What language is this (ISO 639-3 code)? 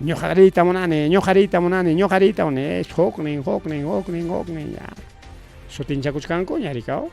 quy